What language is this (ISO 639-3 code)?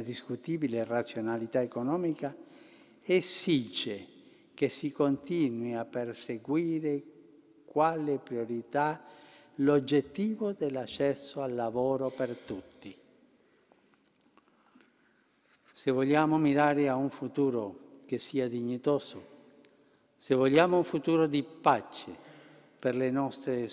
ita